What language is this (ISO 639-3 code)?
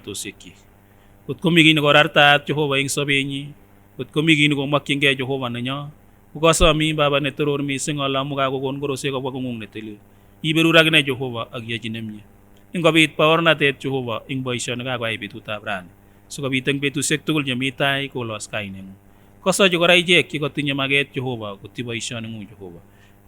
sgc